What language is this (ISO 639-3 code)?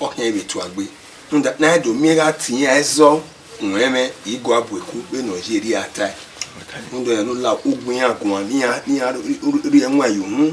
bin